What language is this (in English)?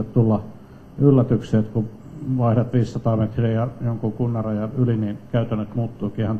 Finnish